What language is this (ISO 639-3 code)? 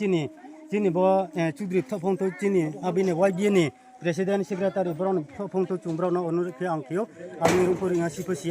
ria